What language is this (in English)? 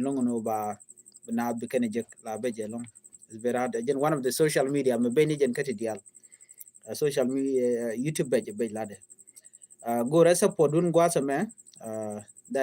Nuer